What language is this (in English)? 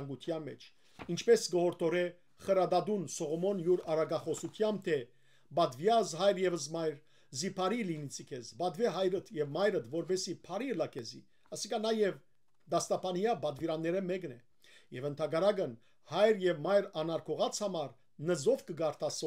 Western Armenian